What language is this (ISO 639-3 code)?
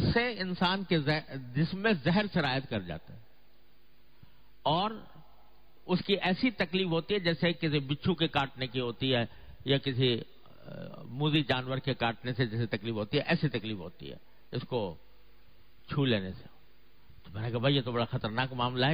urd